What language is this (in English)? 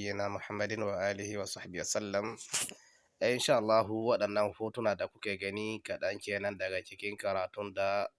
Hausa